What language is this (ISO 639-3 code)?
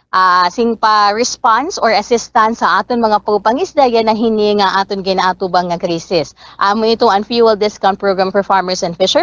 war